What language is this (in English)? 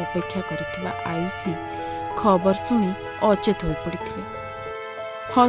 Odia